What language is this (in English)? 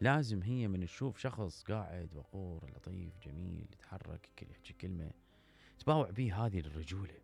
Mesopotamian Arabic